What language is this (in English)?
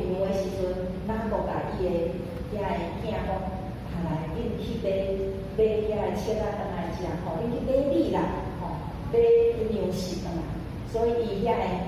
Min Nan Chinese